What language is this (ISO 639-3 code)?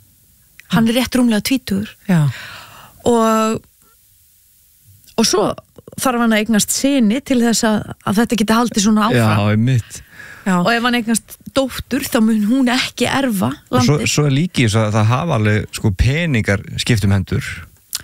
isl